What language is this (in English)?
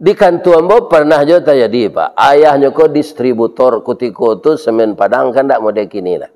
Minangkabau